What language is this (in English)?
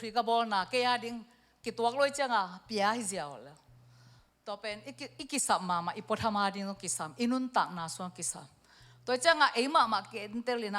Tedim Chin